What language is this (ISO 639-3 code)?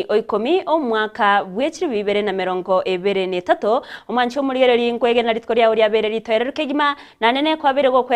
guz